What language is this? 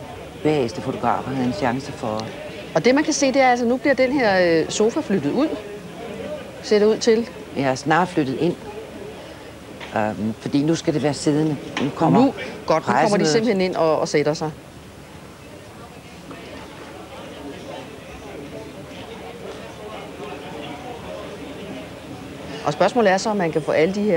Danish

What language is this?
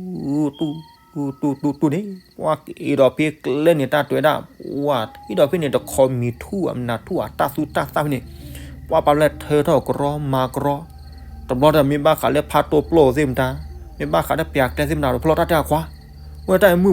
S'gaw Karen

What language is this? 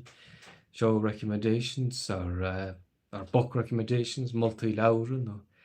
Irish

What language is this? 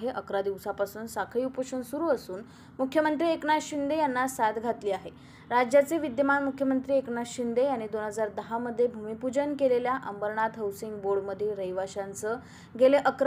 Marathi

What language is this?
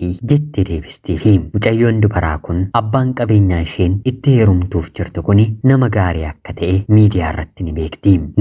Oromo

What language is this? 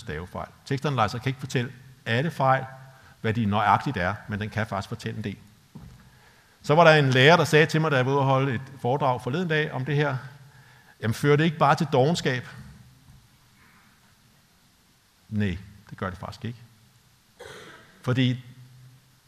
Danish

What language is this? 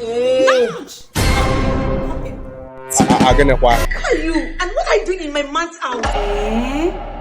Nigerian Pidgin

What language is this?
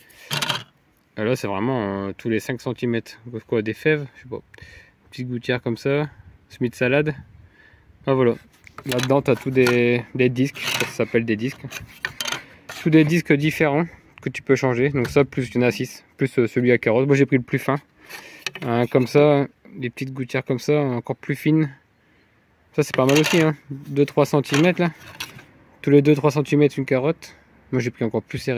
French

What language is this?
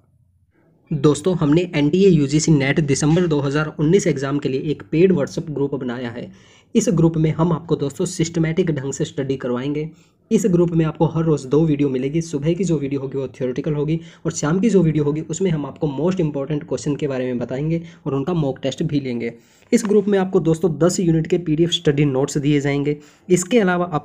Hindi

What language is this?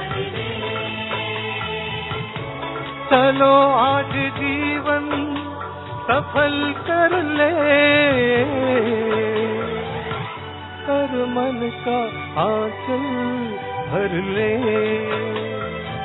Hindi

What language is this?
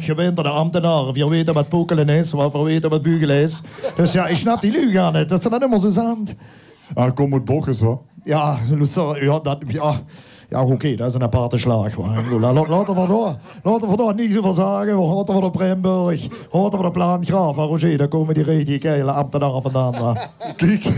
Limburgish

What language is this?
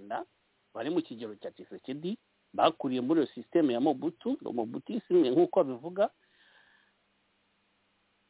Kinyarwanda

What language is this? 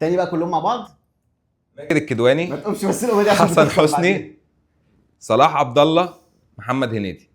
Egyptian Arabic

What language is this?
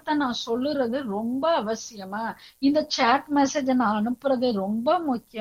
Tamil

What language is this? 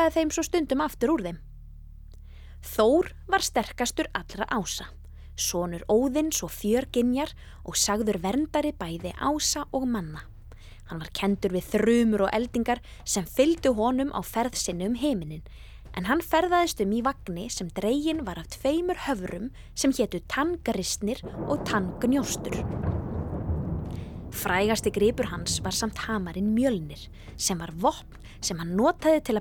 Icelandic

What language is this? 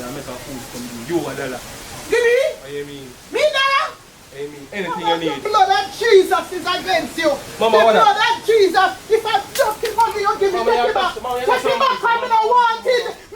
Jamaican Creole English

